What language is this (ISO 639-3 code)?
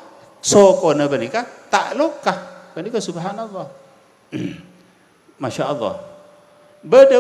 mad